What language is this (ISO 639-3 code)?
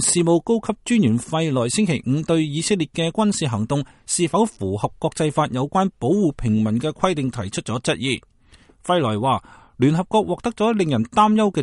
yue